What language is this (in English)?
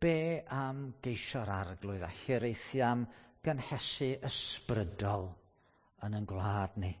Welsh